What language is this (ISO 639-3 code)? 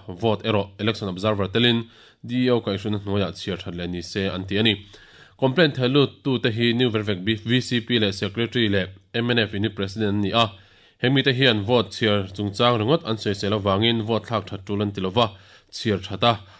lus